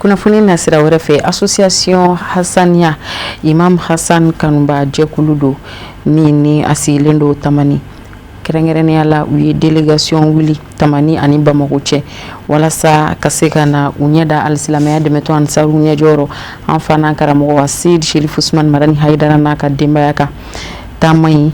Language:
Bambara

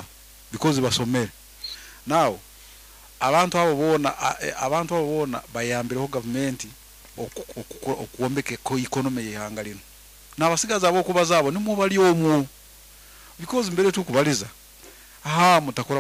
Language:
Nyoro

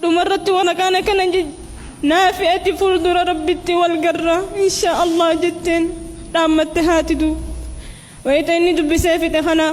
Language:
Oromo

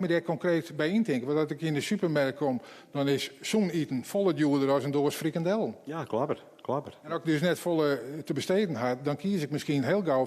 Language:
Western Frisian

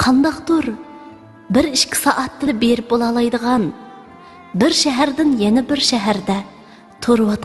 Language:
Uyghur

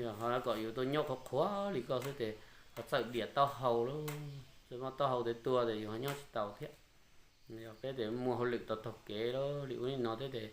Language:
Hmong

